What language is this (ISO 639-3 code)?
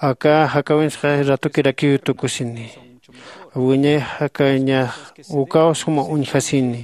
aym